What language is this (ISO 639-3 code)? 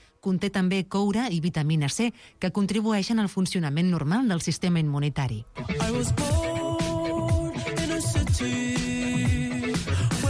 cat